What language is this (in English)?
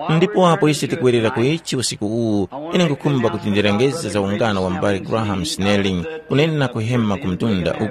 Tumbuka